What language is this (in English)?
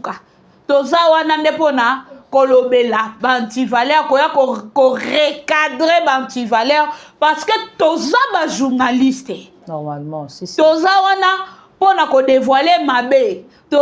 Lingala